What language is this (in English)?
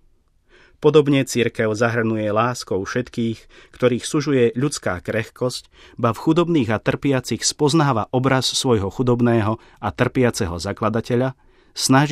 Slovak